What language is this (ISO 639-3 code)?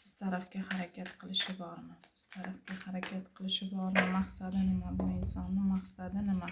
uzb